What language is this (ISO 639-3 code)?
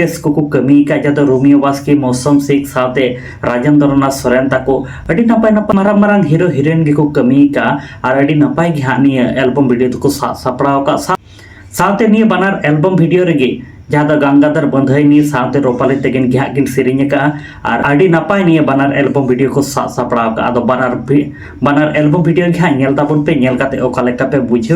sat